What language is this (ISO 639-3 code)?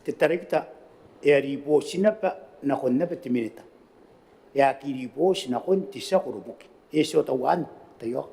gil